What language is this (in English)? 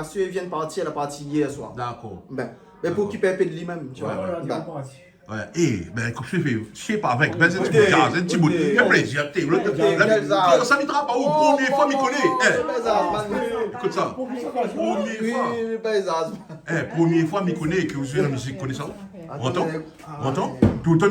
Réunion Creole French